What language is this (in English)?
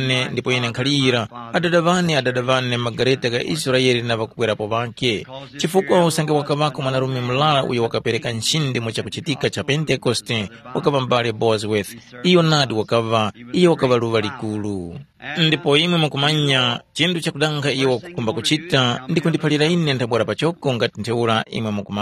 Tumbuka